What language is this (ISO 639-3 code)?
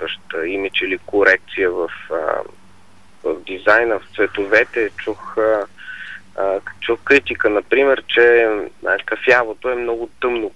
bul